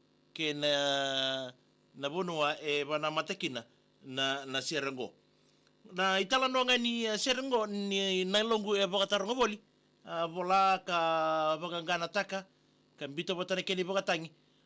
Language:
Fijian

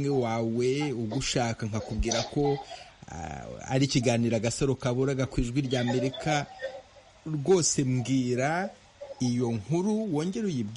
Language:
Kinyarwanda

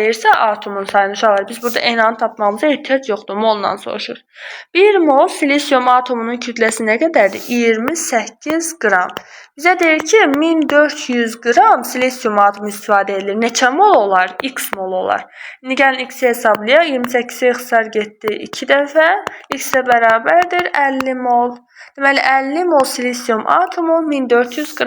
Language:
Azerbaijani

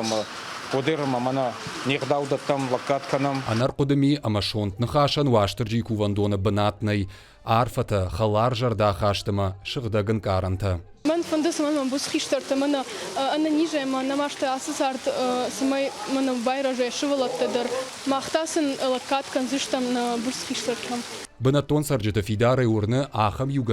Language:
Ossetic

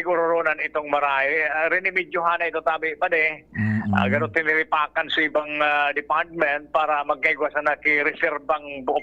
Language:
Bikol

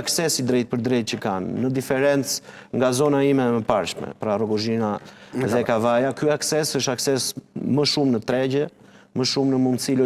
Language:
Albanian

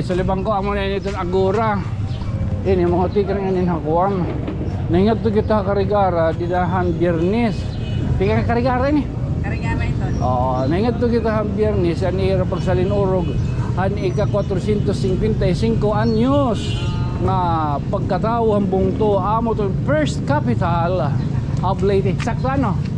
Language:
Waray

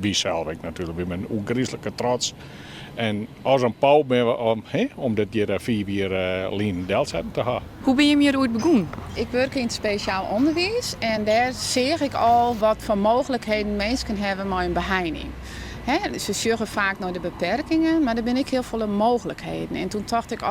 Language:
Western Frisian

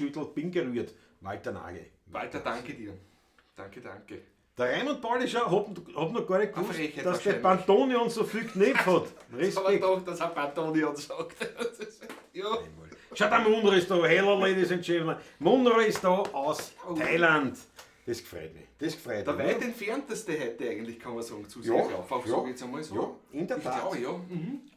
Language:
Bavarian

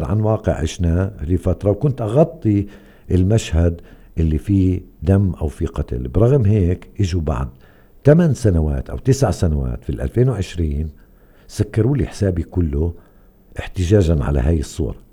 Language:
North Levantine Arabic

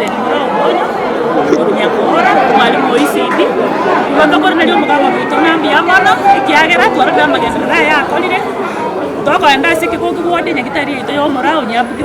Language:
Gusii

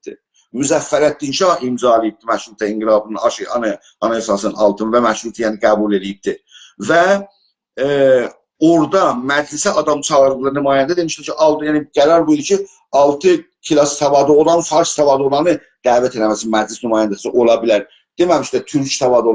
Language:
South Azerbaijani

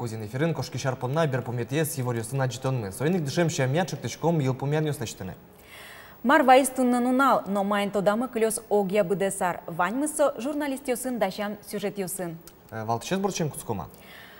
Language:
Udmurt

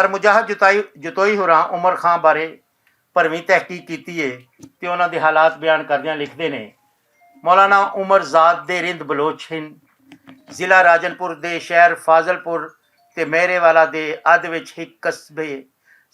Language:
Western Panjabi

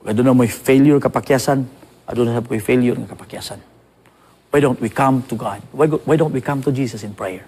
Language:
Cebuano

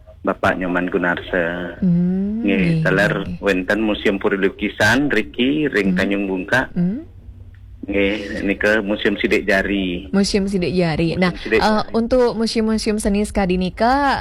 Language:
Balinese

